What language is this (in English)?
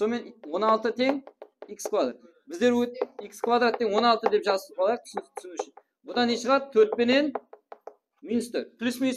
Kara-Kalpak